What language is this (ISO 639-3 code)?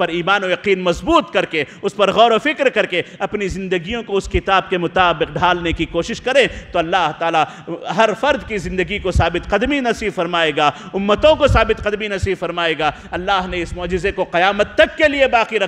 urd